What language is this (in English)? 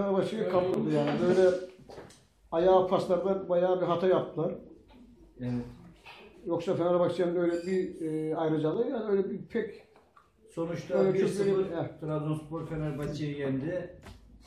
Turkish